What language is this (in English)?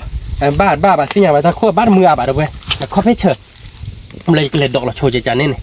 S'gaw Karen